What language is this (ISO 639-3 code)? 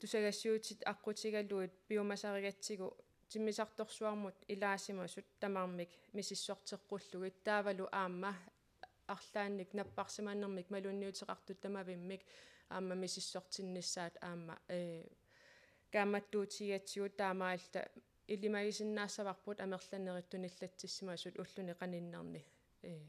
kal